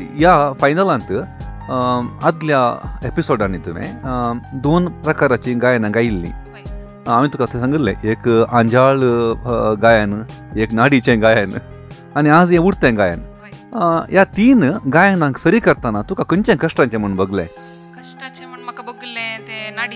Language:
Konkani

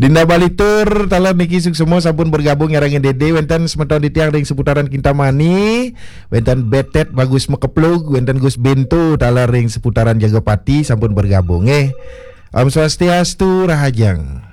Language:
Balinese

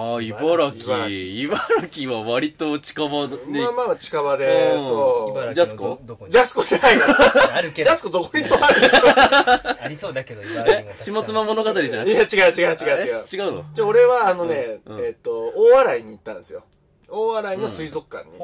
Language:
Japanese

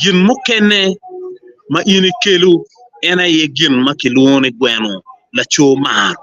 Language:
Acoli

